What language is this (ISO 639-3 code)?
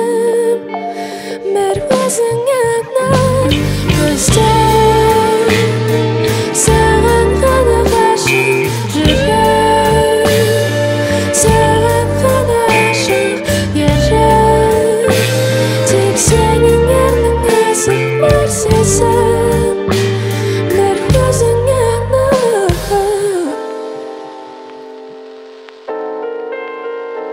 kaz